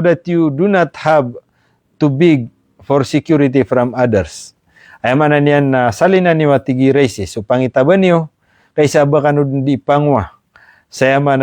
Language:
Maranao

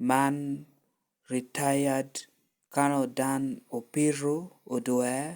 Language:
Lango (Uganda)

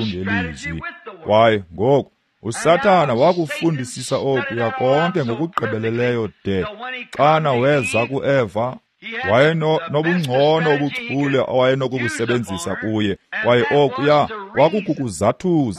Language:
Xhosa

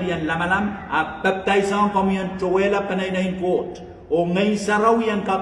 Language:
Pohnpeian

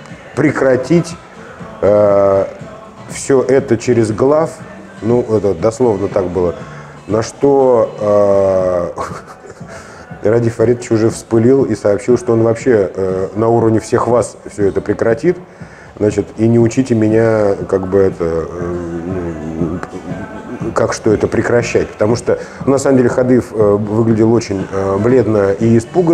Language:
Russian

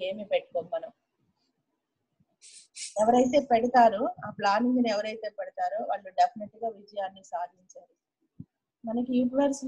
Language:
Telugu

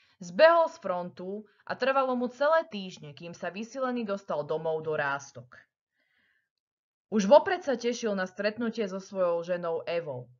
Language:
Slovak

